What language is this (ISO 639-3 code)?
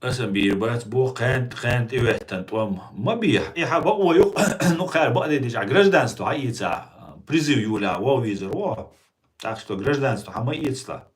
che